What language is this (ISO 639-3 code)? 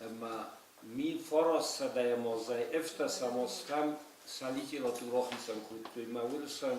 oss